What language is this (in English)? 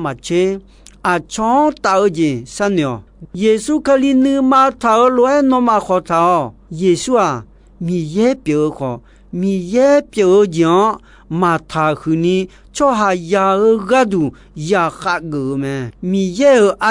Akha